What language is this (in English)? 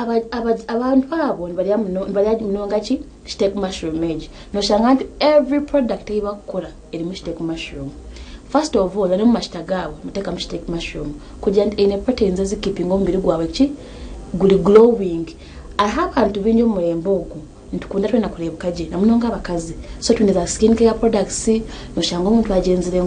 Nyankole